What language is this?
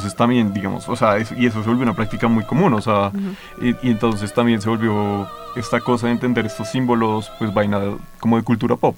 Spanish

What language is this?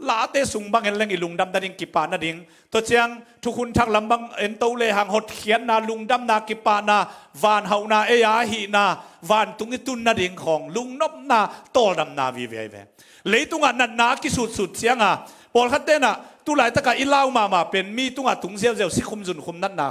Tedim Chin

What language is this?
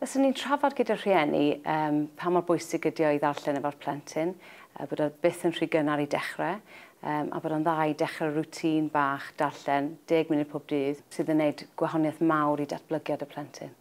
Welsh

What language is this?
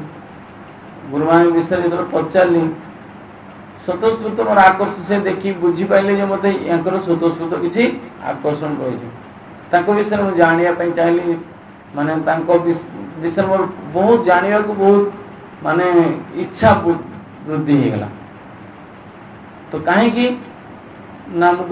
Odia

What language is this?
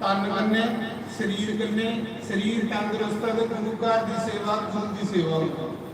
Dogri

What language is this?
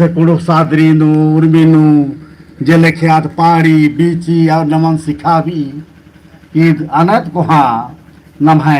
Kurukh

